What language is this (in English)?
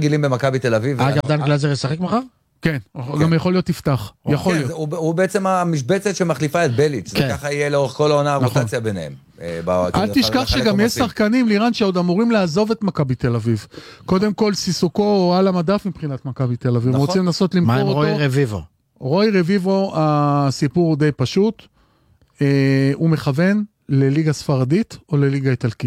Hebrew